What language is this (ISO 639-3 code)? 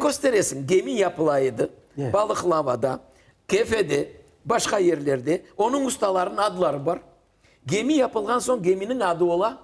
crh